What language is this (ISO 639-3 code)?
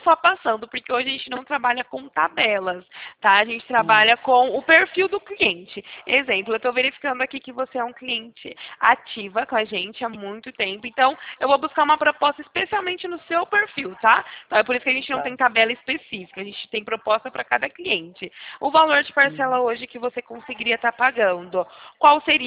por